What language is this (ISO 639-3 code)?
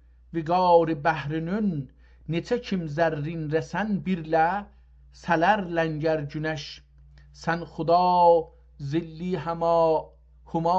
azb